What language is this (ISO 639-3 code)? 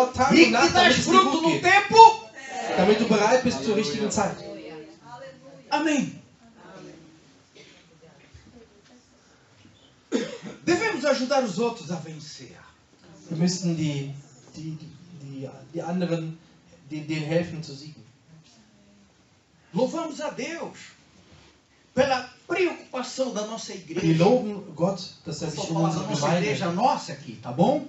por